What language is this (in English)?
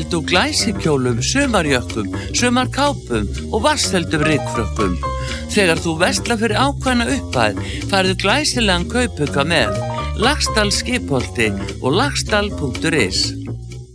Icelandic